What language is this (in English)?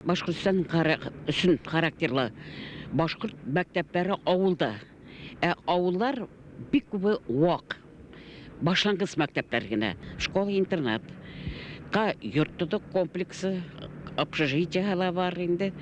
Bashkir